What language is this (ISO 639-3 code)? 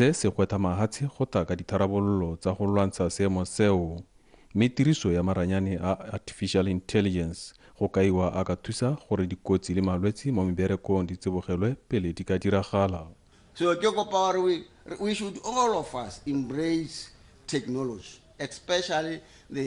tsn